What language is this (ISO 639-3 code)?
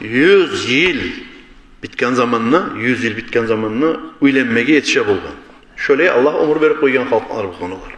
kum